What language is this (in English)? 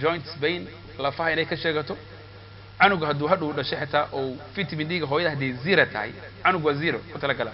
Somali